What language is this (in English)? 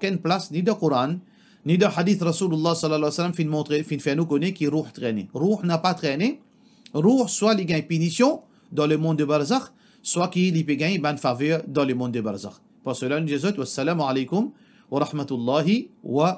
Morisyen